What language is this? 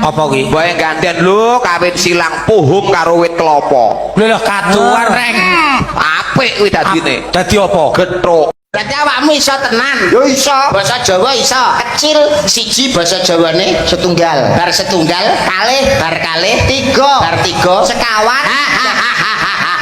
Javanese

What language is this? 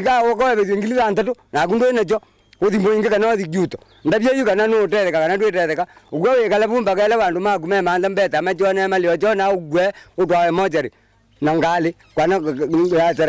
Kamba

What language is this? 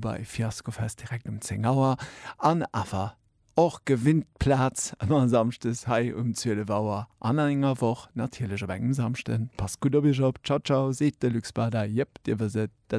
Luxembourgish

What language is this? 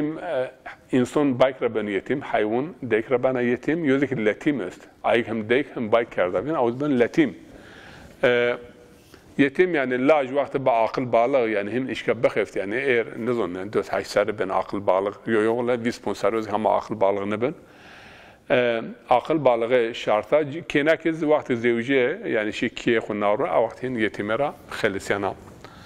Zaza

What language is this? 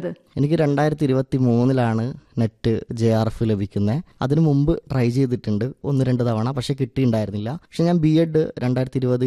Malayalam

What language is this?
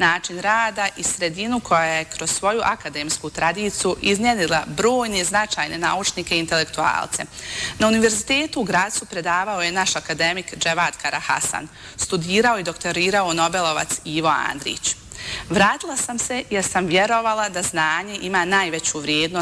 Bosnian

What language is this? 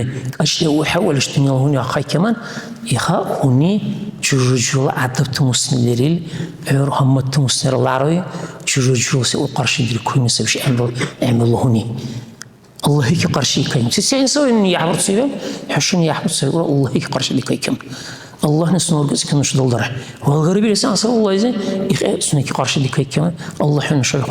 Dargwa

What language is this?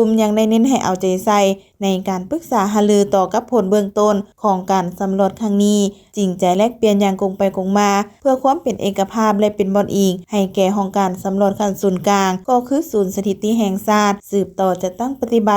Lao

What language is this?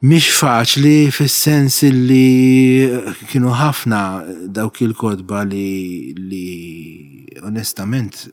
Maltese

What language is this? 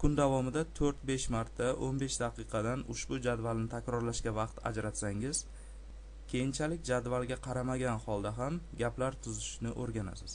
Uzbek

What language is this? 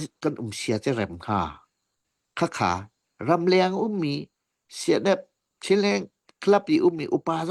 Hakha Chin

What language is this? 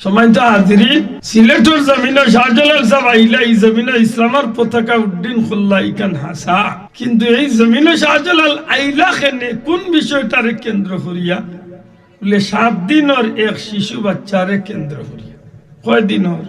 Sylheti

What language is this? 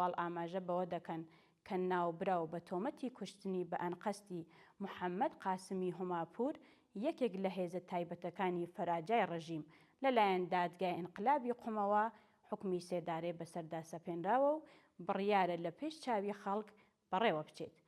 Central Kurdish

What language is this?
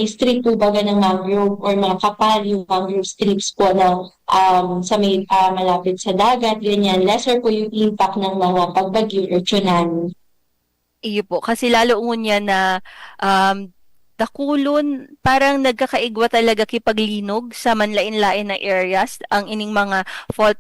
Bikol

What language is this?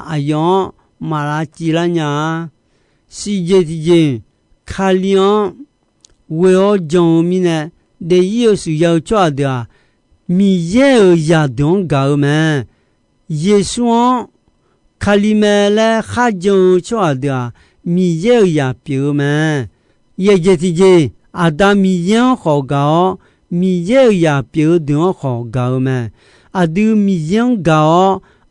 Akha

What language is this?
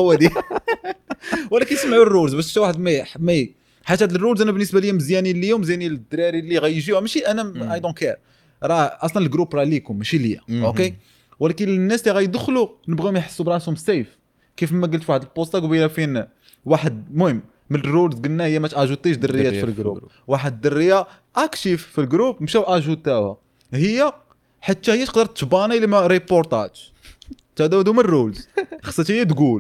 Moroccan Arabic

